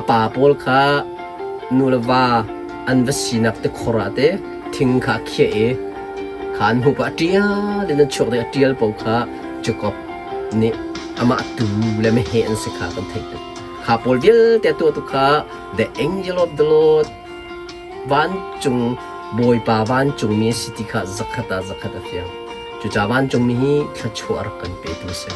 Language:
Hakha Chin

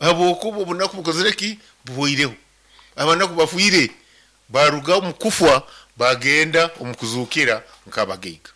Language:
Nyankole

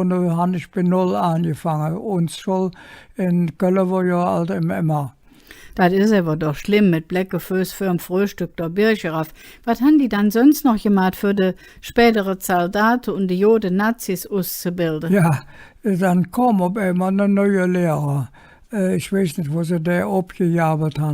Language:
Colognian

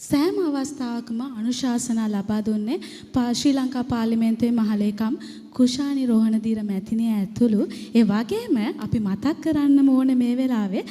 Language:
Sinhala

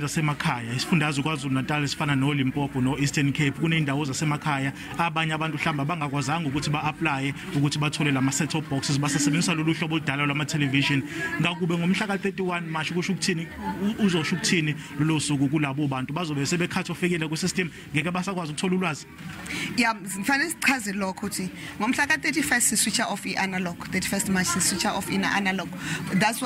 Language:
Zulu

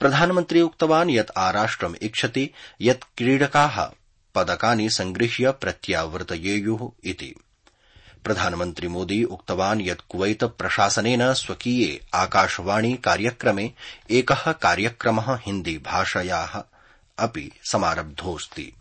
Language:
Sanskrit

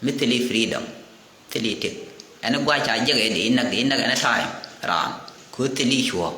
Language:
Nuer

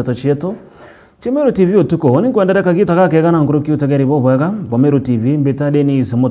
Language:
Meru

